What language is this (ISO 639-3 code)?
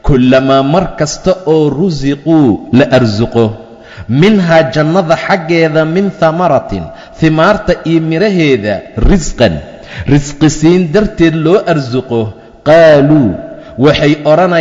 som